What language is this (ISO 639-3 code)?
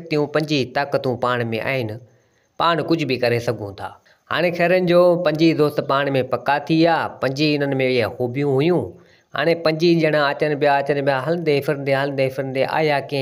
snd